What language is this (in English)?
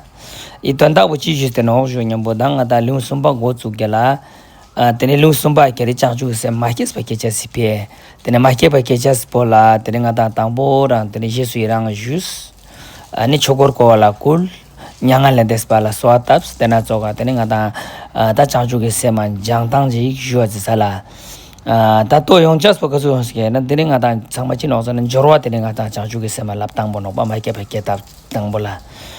Ladakhi